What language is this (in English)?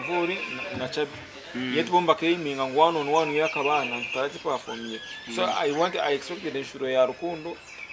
Nyankole